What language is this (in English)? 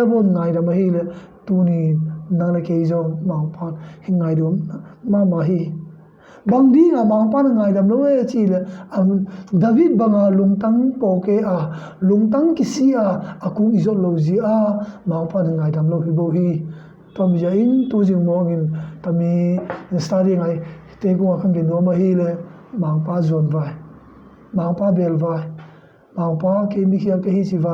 Tedim Chin